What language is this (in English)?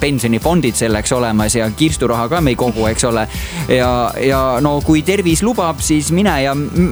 Estonian